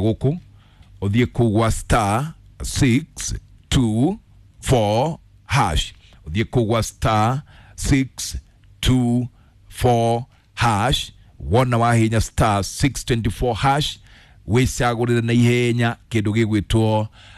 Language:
Kikuyu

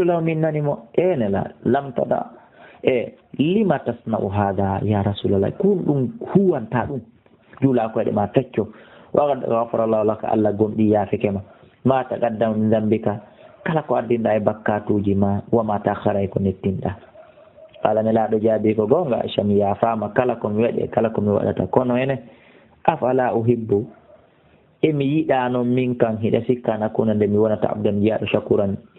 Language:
Fula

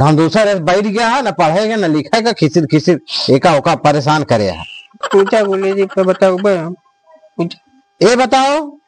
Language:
Awadhi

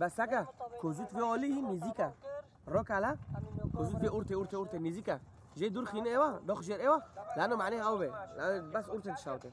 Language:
Kurdish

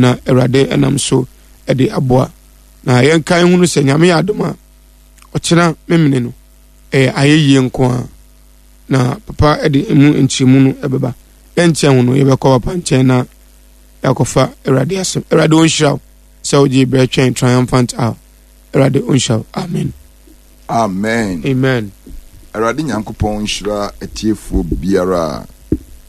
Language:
Akan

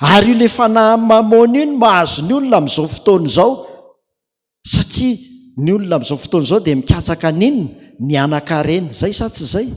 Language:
Malagasy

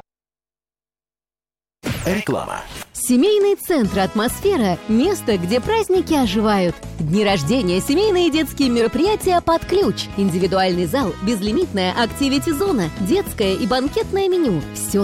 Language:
Russian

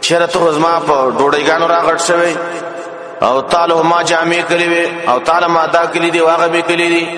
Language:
Pashto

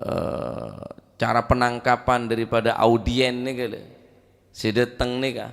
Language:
Madurese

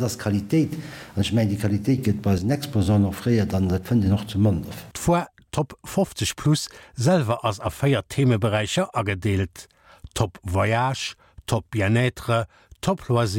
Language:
Luxembourgish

